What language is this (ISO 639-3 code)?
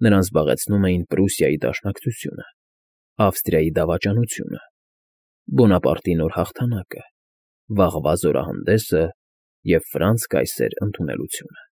hye